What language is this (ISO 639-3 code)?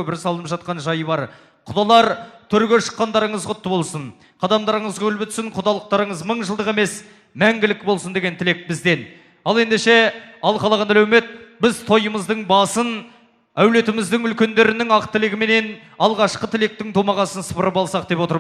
kaz